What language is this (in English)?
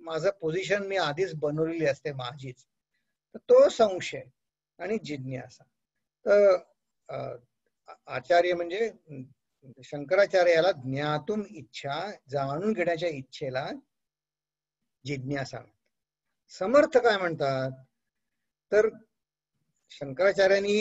Marathi